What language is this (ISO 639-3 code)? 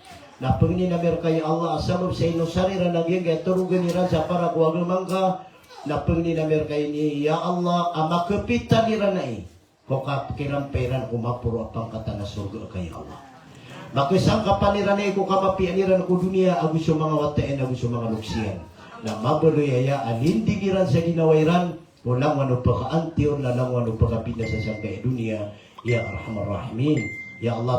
mrw